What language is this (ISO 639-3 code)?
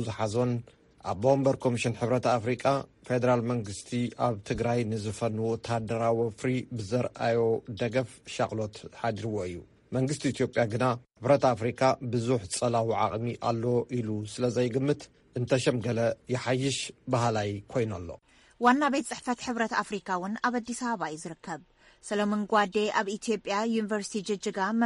tir